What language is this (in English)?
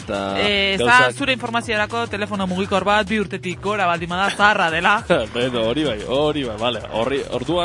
Basque